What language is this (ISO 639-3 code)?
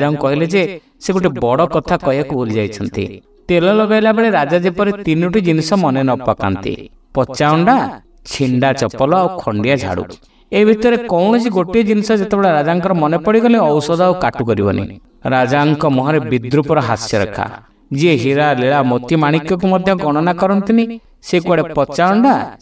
ori